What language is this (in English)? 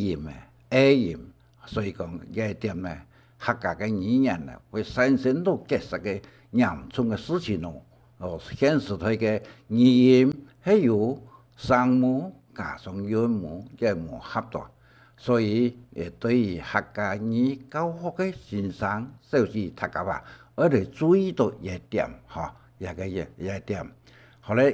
Hakka Chinese